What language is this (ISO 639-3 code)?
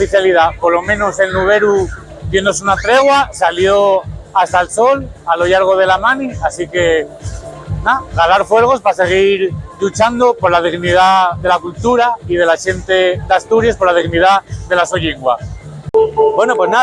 ast